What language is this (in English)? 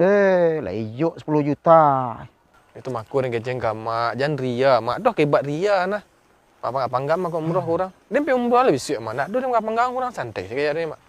Minangkabau